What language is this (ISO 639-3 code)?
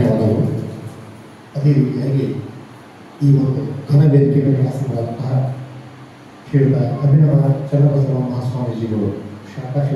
kan